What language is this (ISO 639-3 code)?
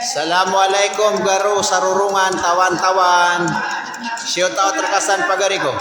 mrw